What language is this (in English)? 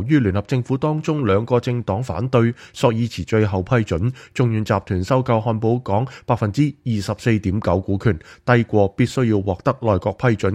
Cantonese